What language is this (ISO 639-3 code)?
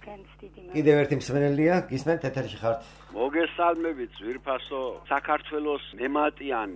kat